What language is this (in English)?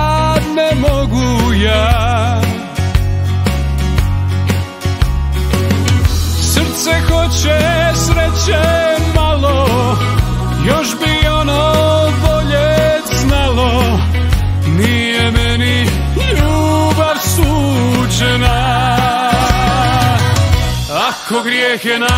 Croatian